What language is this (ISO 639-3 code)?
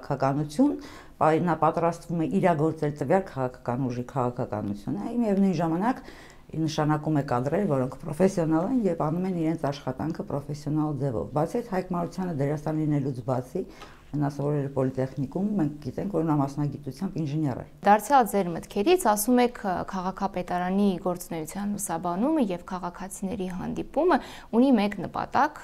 hye